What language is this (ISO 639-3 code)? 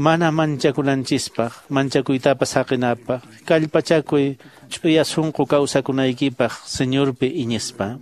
que